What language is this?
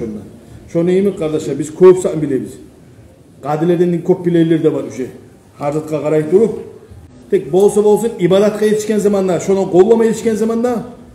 Kumyk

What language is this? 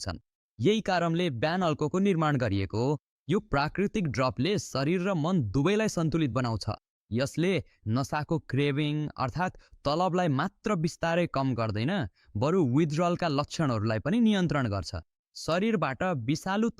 Nepali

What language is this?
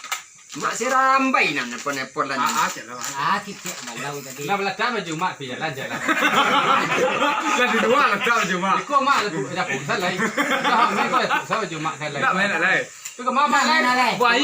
Minangkabau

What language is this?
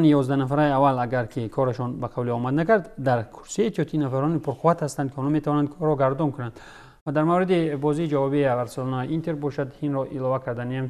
Tajik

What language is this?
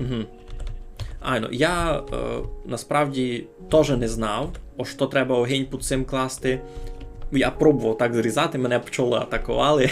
Rusyn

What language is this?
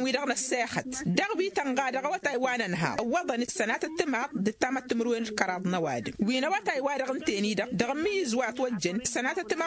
Tamasheq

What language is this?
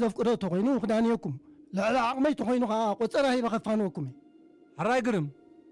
Tigrinya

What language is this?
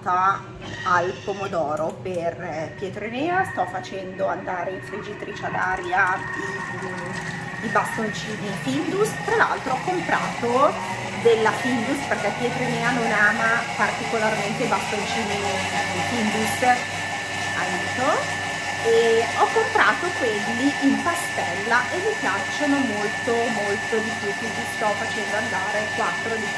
Italian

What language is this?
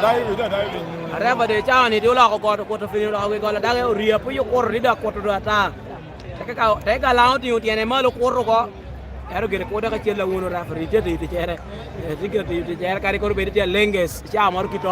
Lango (Uganda)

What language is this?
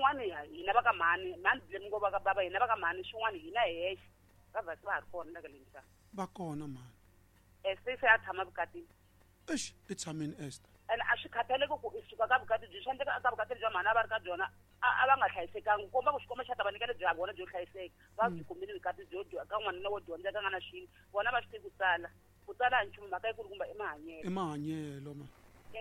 Tsonga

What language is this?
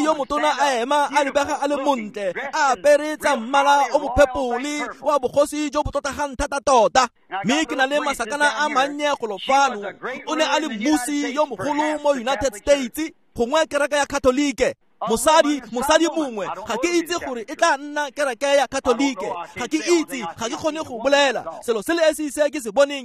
Tswana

